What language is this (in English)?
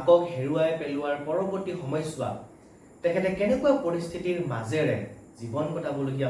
Assamese